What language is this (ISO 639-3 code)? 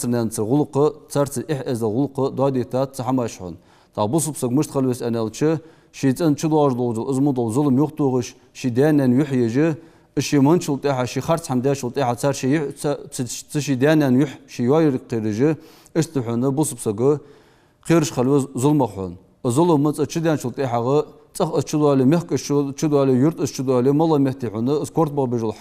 inh